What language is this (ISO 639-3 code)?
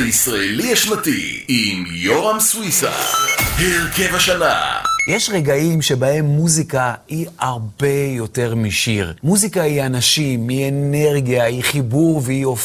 heb